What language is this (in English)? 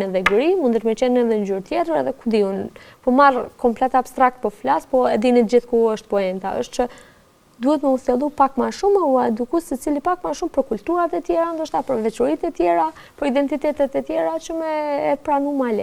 Albanian